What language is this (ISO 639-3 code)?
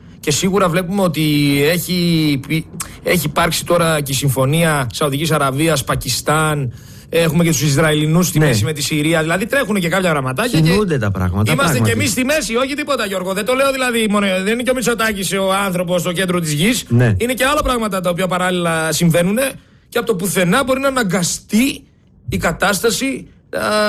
ell